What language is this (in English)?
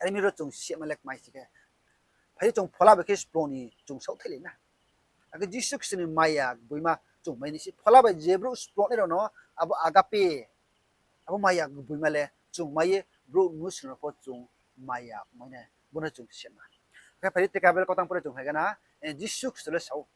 Riang (India)